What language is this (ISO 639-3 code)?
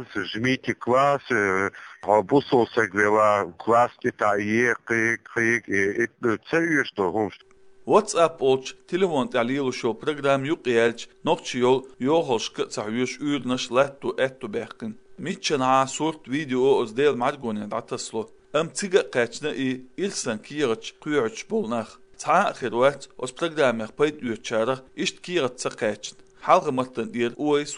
che